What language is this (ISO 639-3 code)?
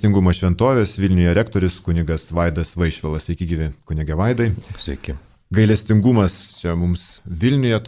lit